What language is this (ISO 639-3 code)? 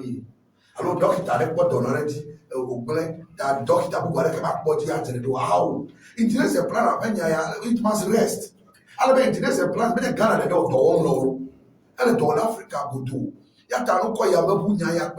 ewe